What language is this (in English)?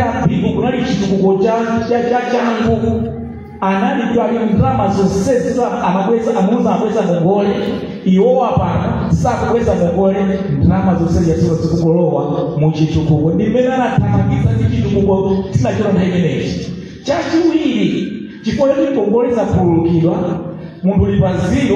Nyanja